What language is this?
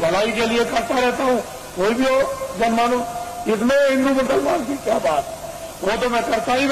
Hindi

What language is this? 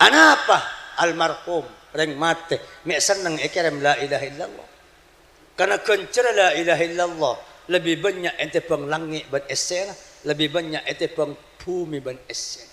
Madurese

